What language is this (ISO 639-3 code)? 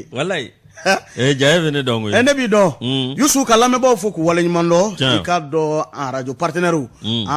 bam